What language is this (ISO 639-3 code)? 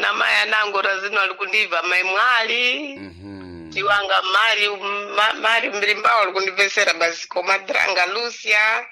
seh